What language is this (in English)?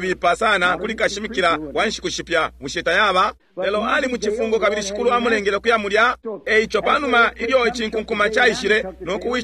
Bemba